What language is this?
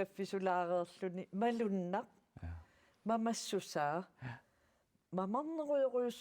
Kalaallisut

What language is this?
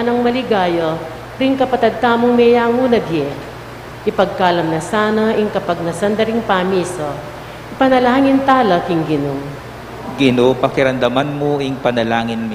Pampanga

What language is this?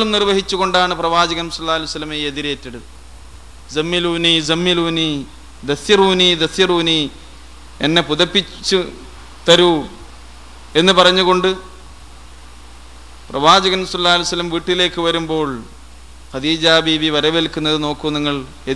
Malayalam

